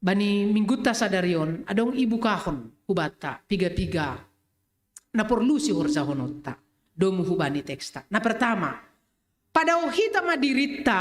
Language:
Batak Simalungun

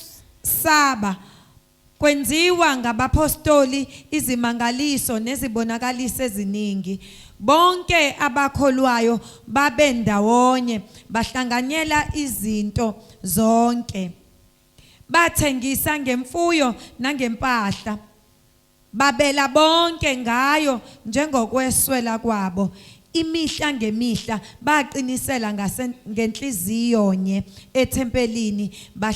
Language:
Zulu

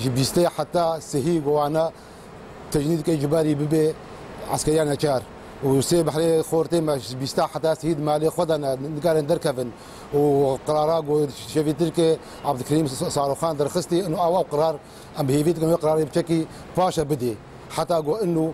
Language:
Kurdish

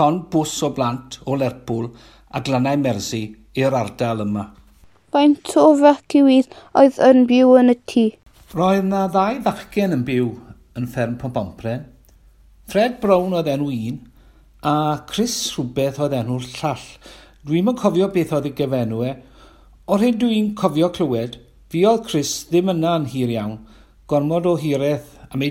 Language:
Welsh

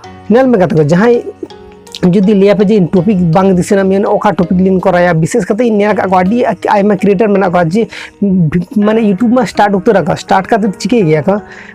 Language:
Santali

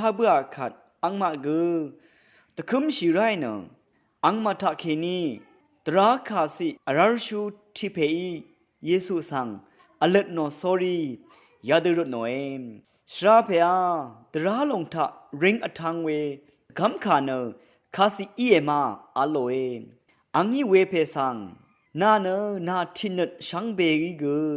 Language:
Rawang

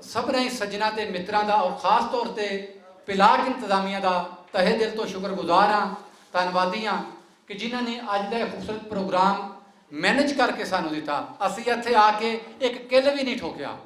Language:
Western Panjabi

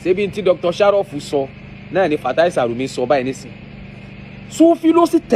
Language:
Yoruba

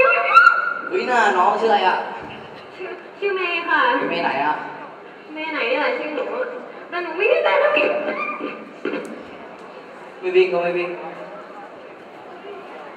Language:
Thai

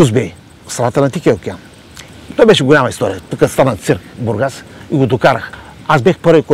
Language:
Bulgarian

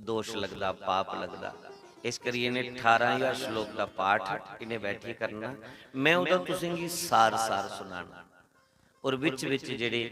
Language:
Dogri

